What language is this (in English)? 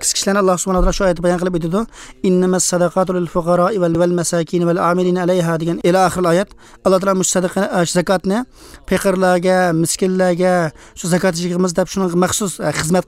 Uyghur